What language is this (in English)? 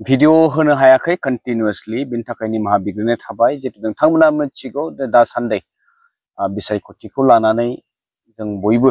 Bodo